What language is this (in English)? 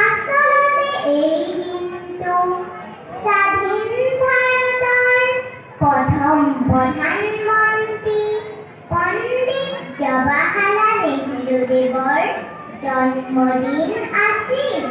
Assamese